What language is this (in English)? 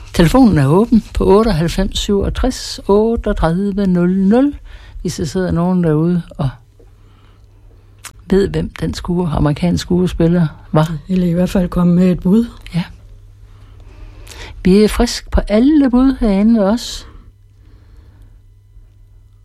Danish